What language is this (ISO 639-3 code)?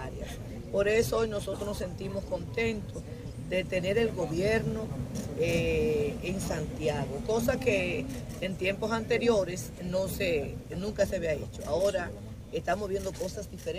spa